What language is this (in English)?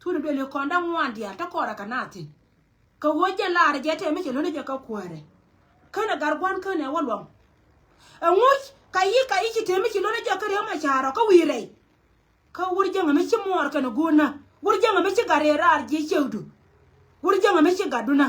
Nuer